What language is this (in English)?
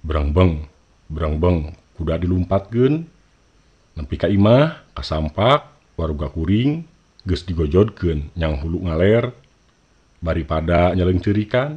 Sundanese